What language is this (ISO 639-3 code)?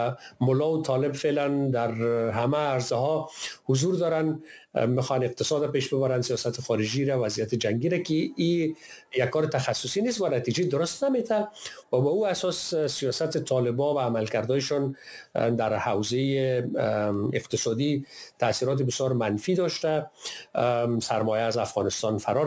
fas